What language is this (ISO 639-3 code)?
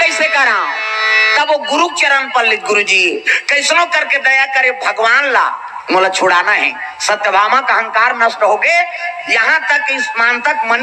hne